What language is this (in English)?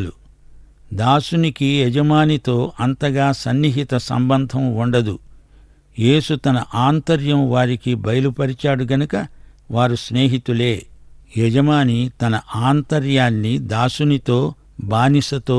Telugu